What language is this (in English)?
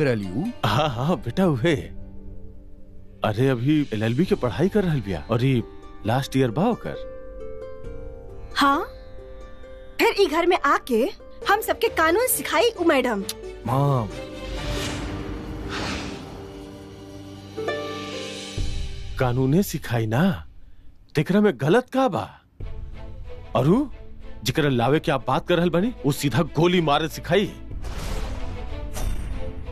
Bhojpuri